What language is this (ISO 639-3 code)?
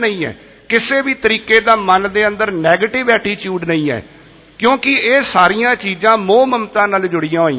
pan